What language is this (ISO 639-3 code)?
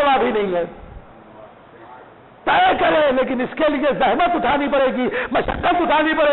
urd